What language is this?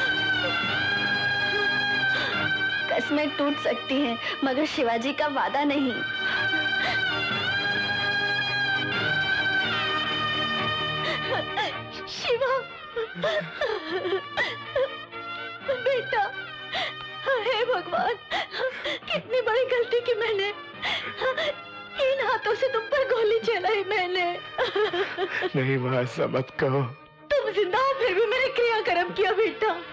Hindi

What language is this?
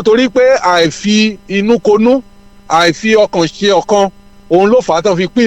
Yoruba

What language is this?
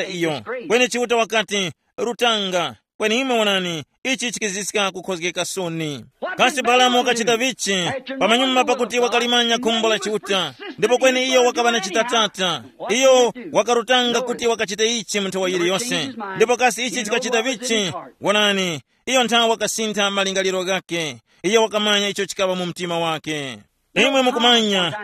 Tumbuka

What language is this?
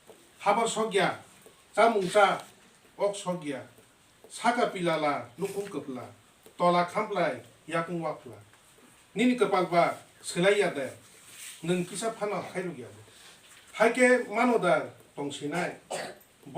Kok Borok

